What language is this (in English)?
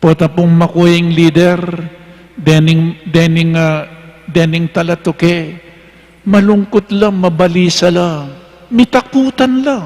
Pampanga